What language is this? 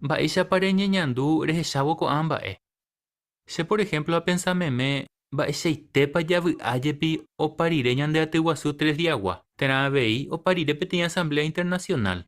Guarani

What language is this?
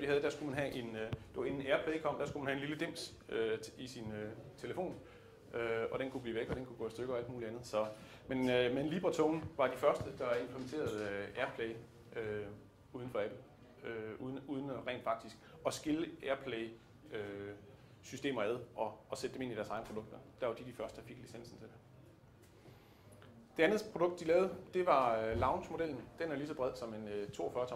Danish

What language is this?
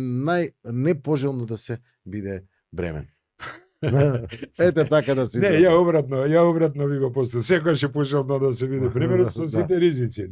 Macedonian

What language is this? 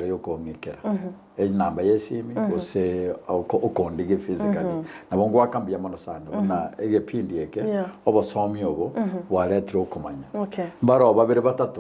Gusii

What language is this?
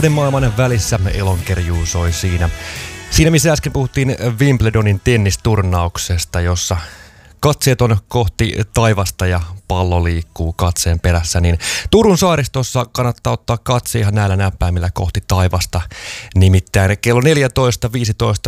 Finnish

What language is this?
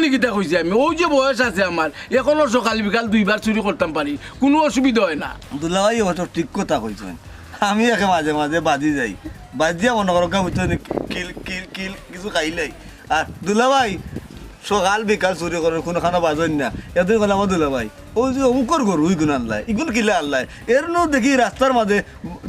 Sylheti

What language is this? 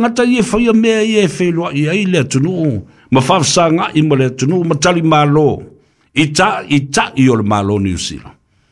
Samoan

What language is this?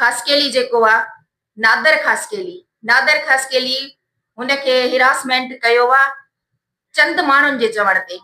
Sindhi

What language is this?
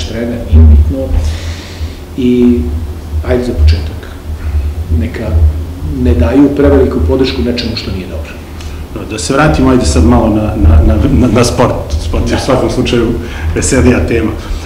Serbian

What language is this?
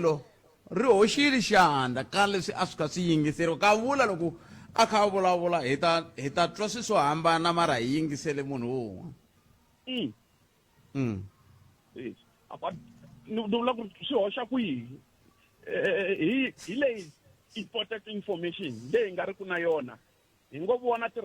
Tsonga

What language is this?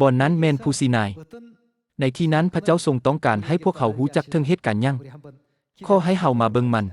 Lao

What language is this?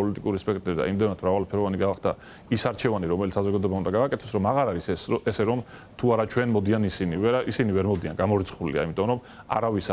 Georgian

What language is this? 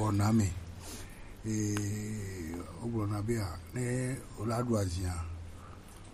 Gen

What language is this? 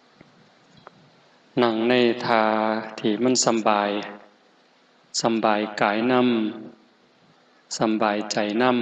Lao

